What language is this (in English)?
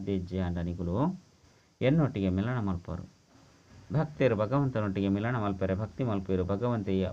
Tulu